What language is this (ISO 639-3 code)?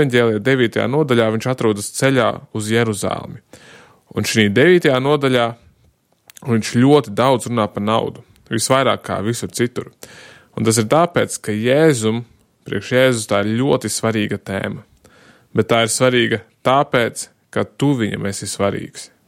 lav